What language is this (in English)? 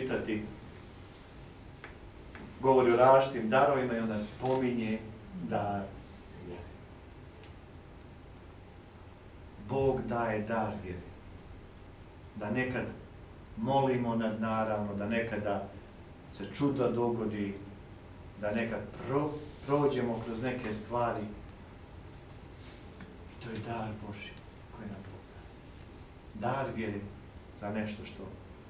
Croatian